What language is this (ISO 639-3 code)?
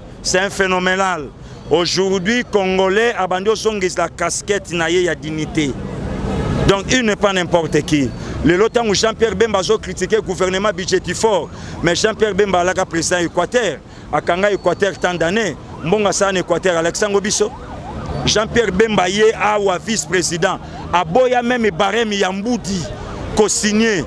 lin